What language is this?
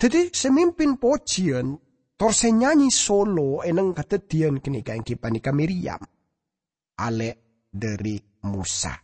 Madurese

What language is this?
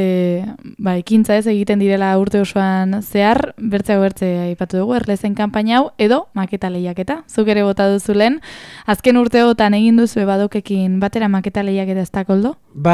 Basque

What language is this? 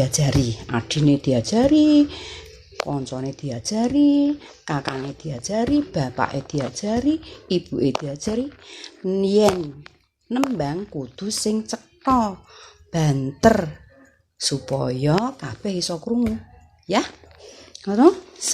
Javanese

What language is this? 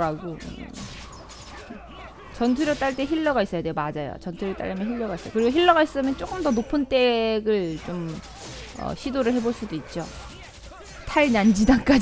Korean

